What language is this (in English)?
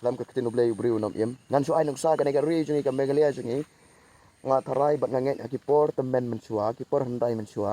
Khasi